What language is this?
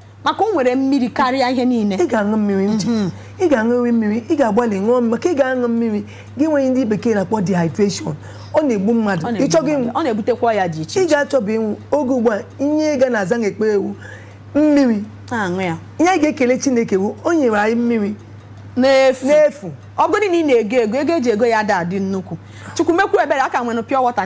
Igbo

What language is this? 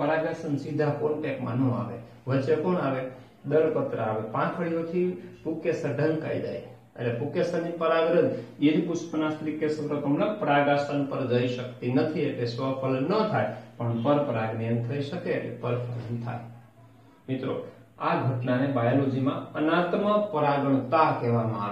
Gujarati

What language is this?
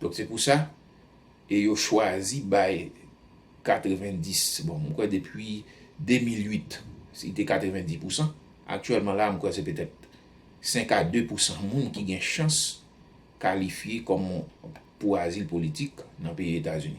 Haitian Creole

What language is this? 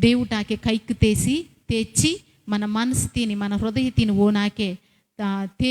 Koya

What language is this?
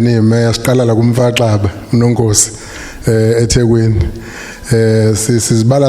Zulu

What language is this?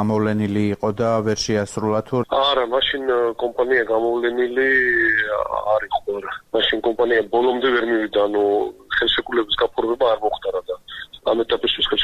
Georgian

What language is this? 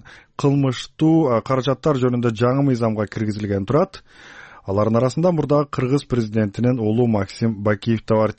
Kyrgyz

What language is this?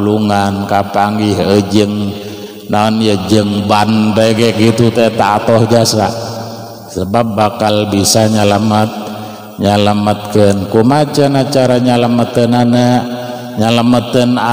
Sundanese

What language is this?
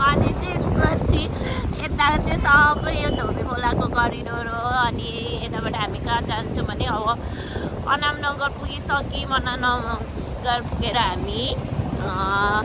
Nepali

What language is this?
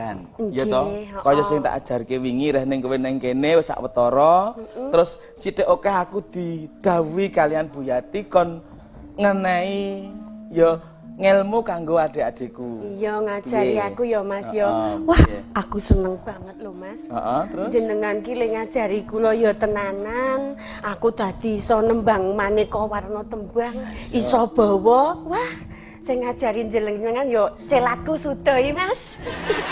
Javanese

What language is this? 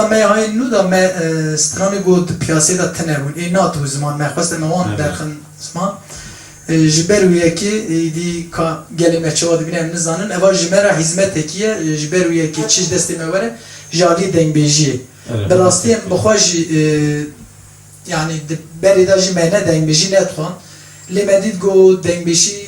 Kurdish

